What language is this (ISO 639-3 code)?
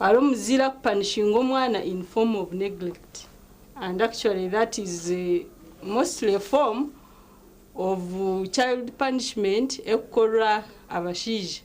nyn